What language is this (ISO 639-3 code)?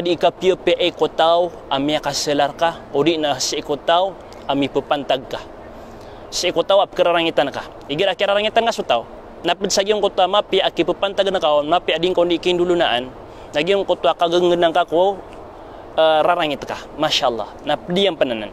mrw